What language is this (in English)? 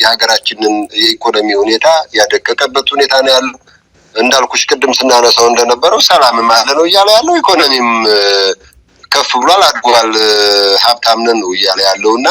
Amharic